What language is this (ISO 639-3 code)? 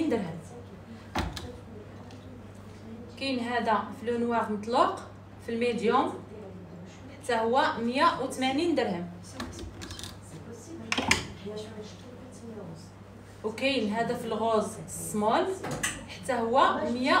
ary